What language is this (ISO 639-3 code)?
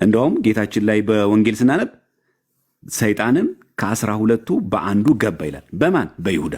amh